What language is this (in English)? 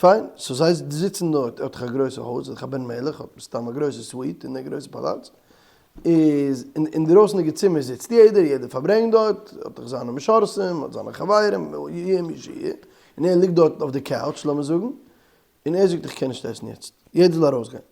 Yiddish